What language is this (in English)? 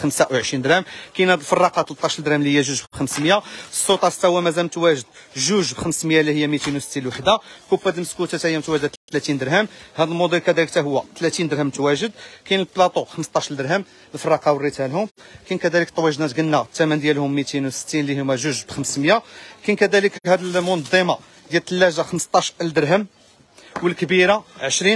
Moroccan Arabic